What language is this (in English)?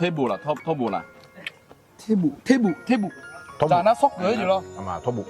Akha